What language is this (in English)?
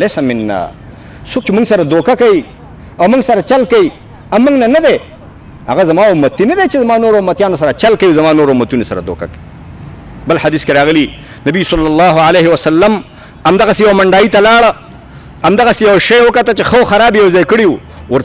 Pashto